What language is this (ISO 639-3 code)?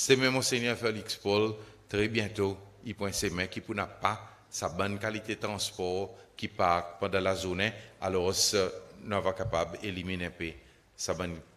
crs